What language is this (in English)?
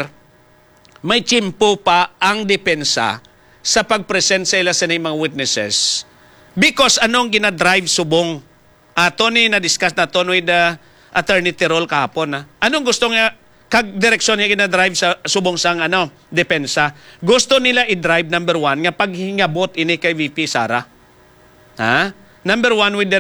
Hiligaynon